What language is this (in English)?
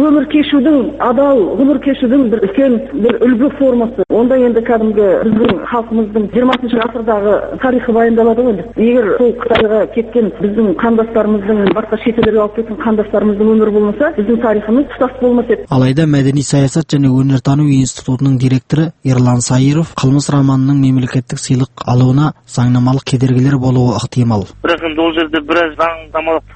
Kazakh